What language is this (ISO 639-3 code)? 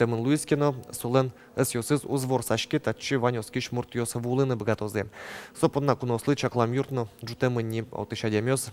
udm